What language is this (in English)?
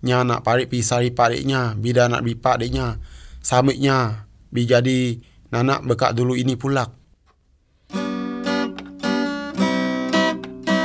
Malay